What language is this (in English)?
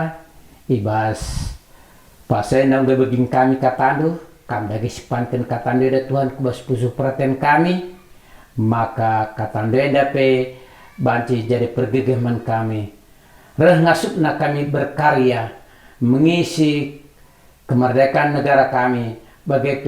Batak Karo